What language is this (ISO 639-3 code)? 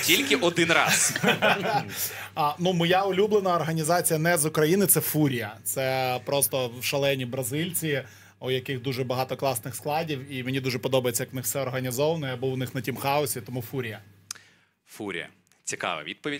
ukr